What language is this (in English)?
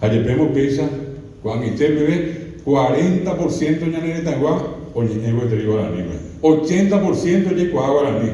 Guarani